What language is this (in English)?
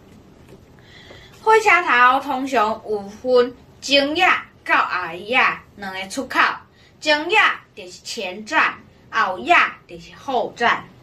Min Nan Chinese